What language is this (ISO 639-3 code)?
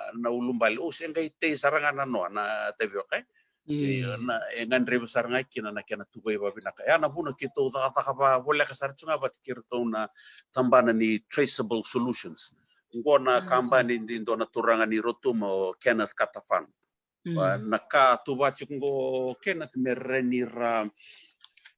fij